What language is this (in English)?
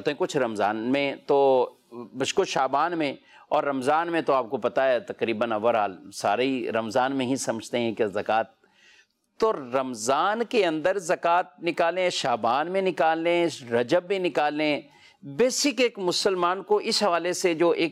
Urdu